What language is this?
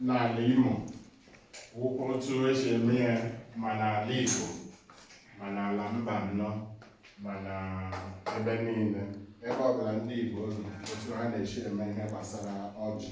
Igbo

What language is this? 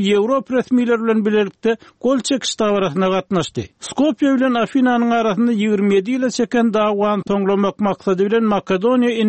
Turkmen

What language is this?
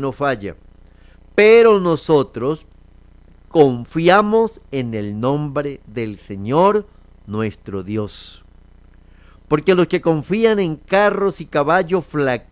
Spanish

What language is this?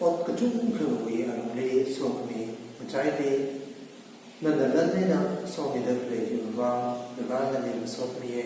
Tangkhul Naga (India)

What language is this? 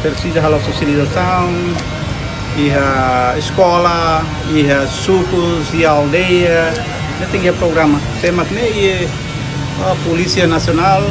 Tetum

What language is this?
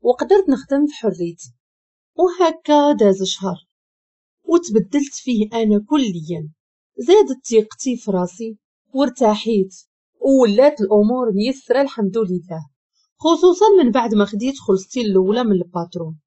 Moroccan Arabic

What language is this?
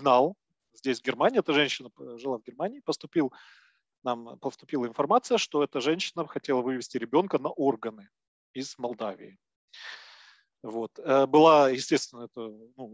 Russian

